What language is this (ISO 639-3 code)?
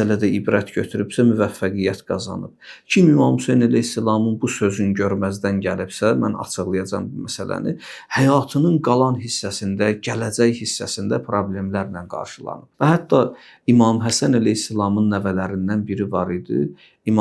aze